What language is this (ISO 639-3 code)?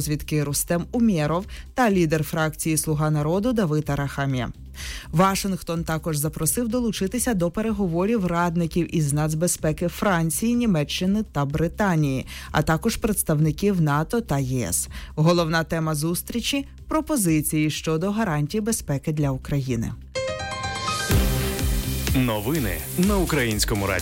ukr